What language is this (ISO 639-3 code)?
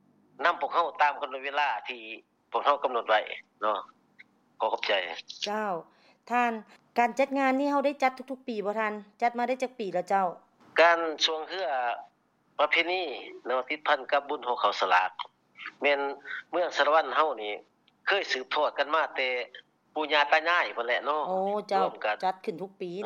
lao